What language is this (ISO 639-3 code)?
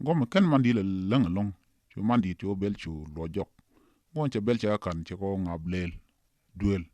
nus